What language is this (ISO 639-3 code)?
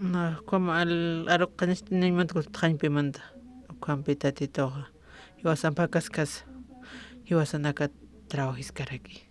aym